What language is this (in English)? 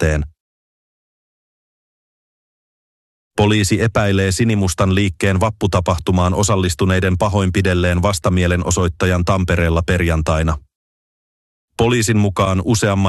Finnish